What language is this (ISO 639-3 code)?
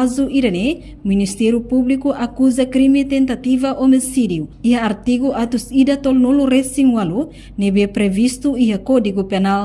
tet